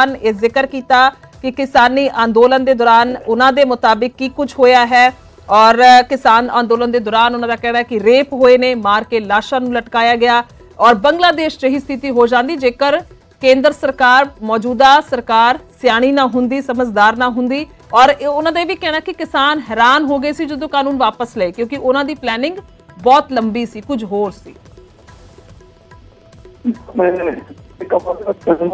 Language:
Punjabi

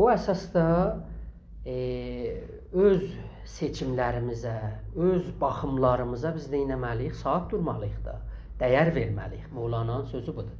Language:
South Azerbaijani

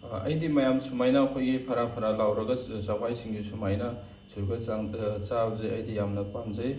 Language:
Manipuri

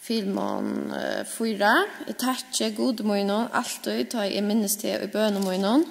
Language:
Faroese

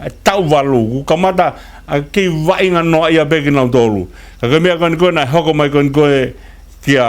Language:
Tongan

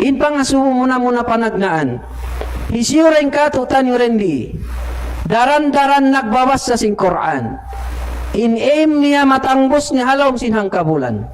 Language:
Tausug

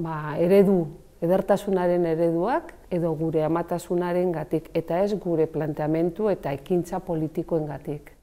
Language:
Basque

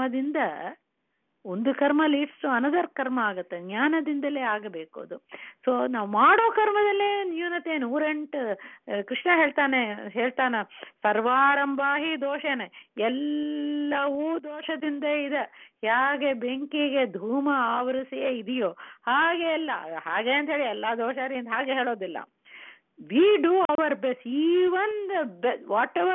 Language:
Kannada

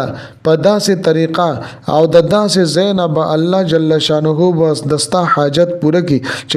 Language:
Pashto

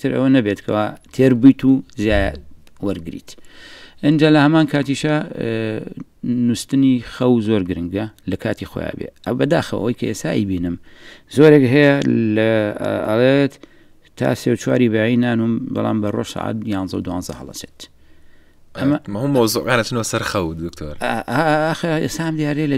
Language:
Central Kurdish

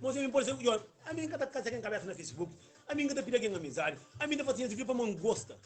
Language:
Kabuverdianu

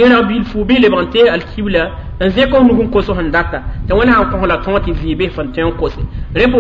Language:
Mossi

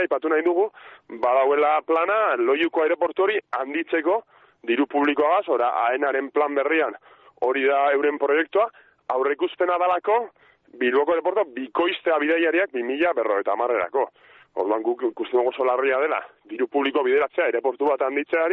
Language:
Basque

